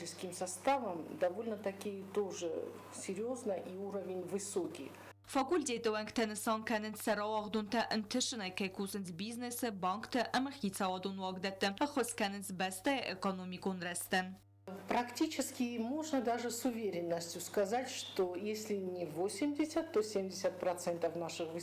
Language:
Ossetic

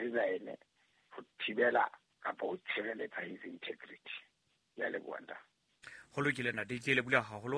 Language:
Southern Sotho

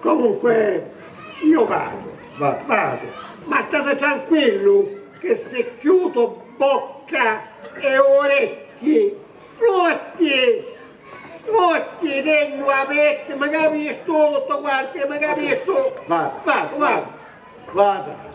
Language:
Sicilian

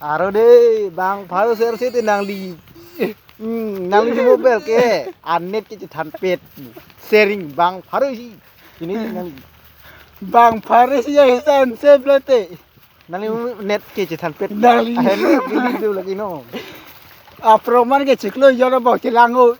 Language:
Karbi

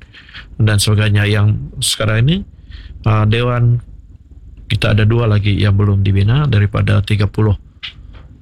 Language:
Malay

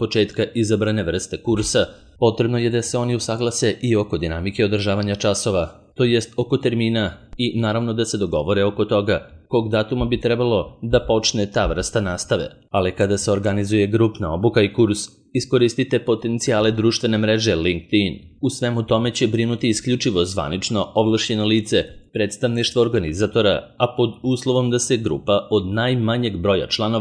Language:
Serbian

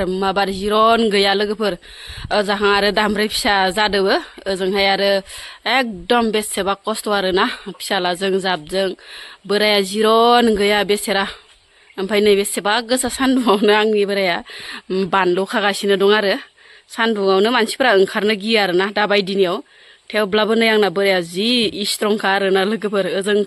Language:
Bodo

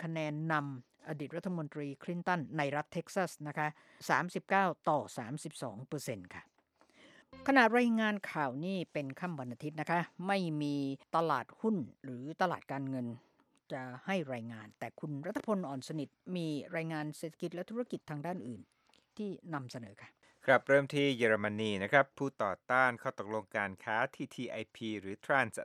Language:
Thai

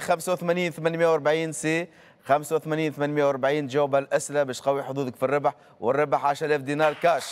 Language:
Tunisian Arabic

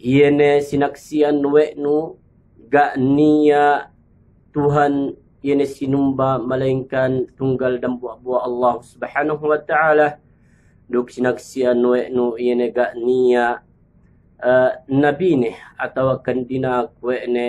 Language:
Yakan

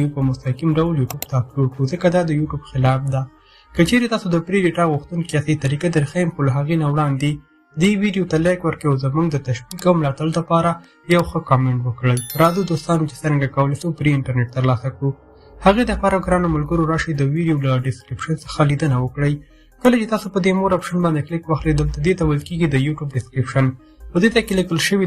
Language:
Pashto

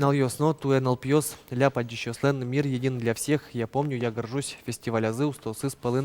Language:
Udmurt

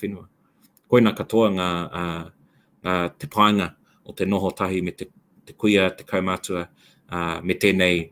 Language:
Māori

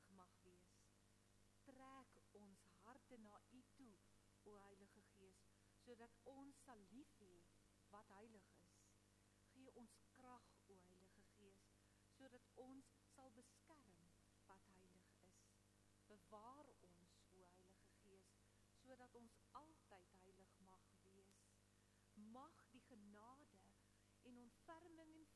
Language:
Afrikaans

